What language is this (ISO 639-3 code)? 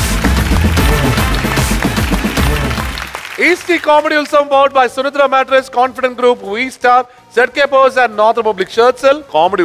mal